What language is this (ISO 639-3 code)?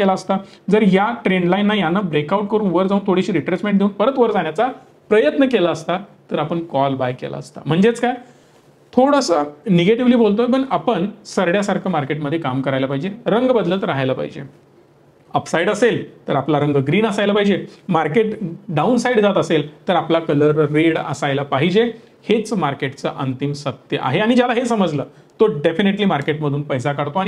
mar